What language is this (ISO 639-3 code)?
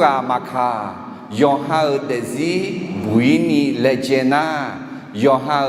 ahk